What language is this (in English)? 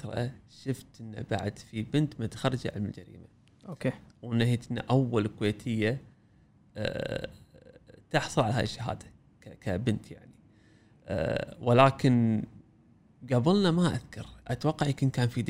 Gulf Arabic